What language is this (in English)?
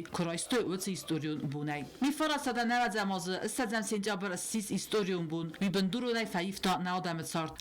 Ossetic